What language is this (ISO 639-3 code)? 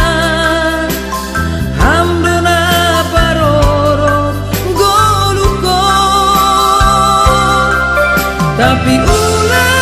bts